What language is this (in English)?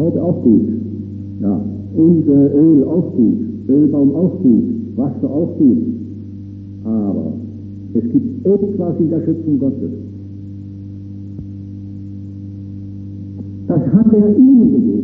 German